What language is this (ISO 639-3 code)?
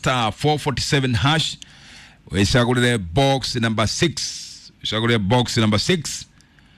kik